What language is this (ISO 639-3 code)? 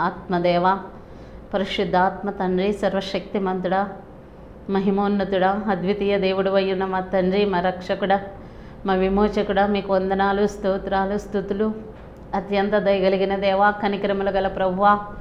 tel